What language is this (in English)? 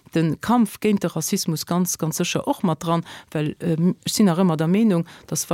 Luxembourgish